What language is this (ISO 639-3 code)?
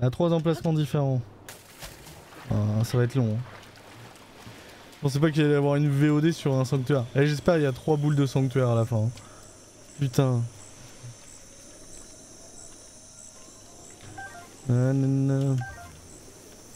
fra